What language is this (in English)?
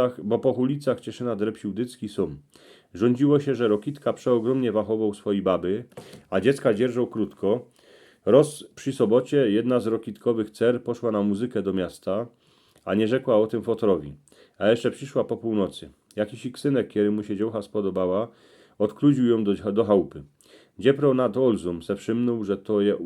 Silesian